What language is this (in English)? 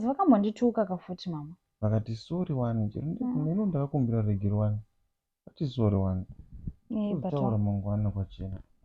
Shona